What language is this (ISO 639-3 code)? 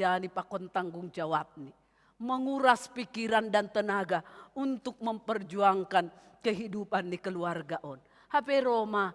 bts